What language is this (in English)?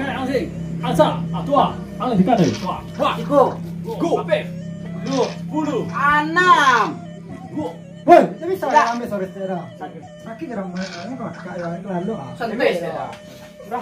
Minangkabau